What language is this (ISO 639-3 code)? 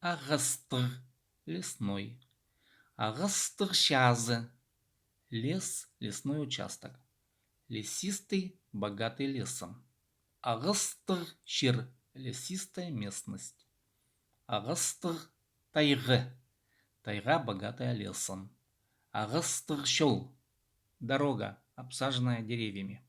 kjh